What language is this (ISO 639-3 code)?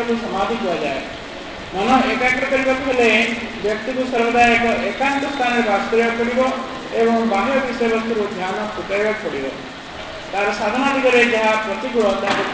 ori